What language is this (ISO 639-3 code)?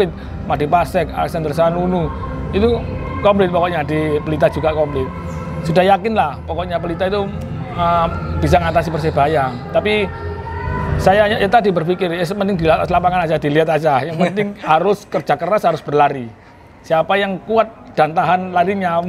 ind